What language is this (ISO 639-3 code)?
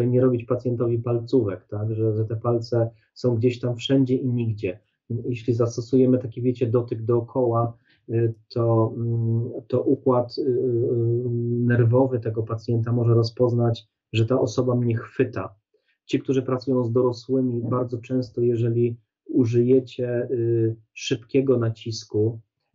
pol